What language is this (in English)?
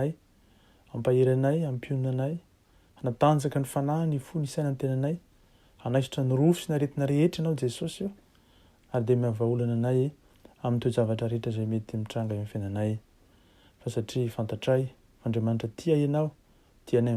Malagasy